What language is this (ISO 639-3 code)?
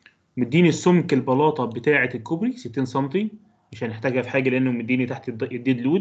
arz